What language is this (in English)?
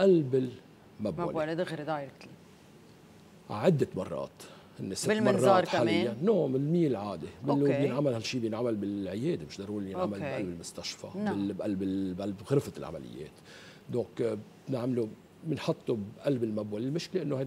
North Levantine Arabic